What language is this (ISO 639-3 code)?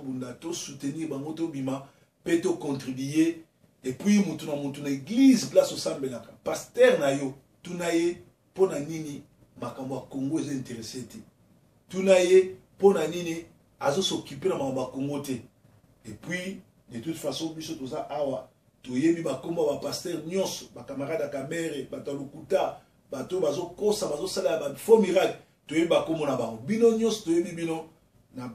lin